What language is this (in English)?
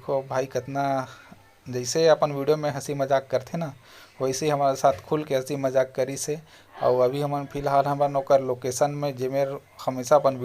Chhattisgarhi